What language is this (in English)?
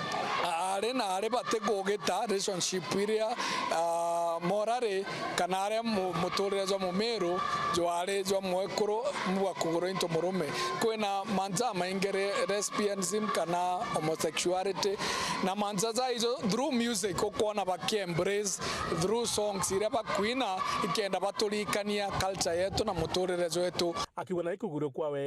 Meru